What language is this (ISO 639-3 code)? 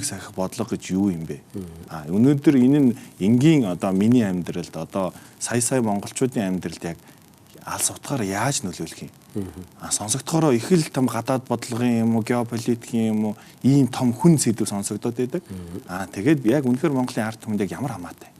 mon